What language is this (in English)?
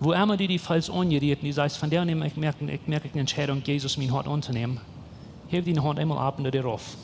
Plautdietsch